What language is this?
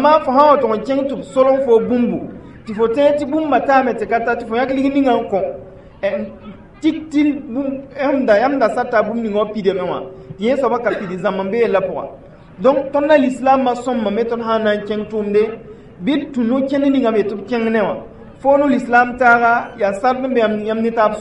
Mossi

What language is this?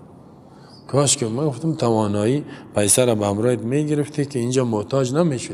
Persian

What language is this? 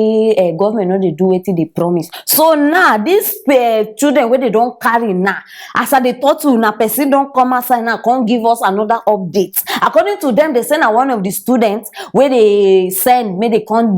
Nigerian Pidgin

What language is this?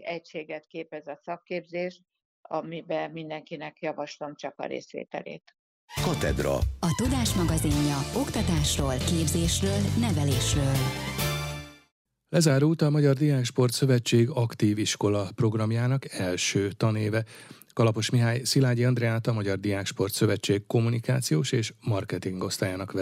Hungarian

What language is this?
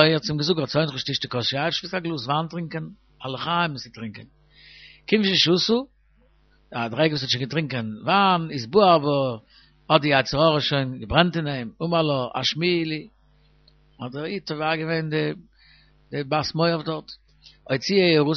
Yiddish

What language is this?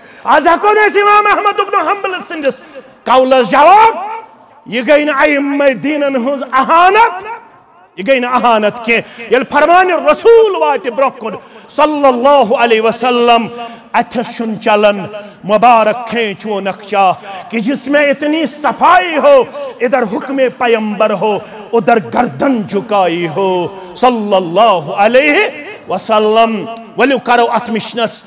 Kashmiri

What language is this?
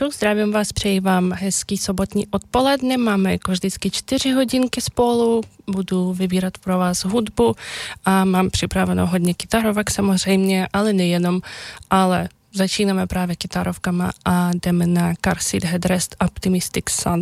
Czech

